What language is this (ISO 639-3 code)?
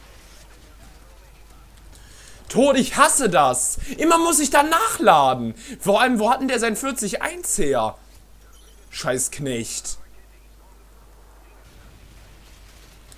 deu